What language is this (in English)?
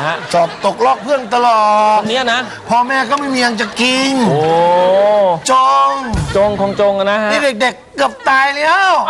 Thai